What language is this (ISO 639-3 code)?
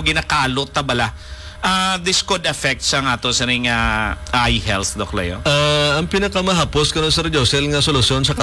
hil